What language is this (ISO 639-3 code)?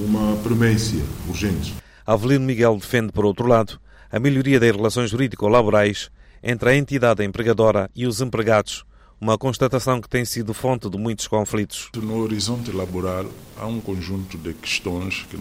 por